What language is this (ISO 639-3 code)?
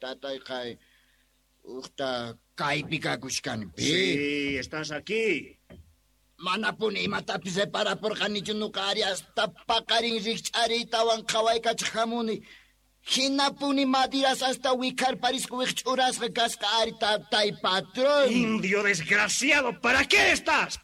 quh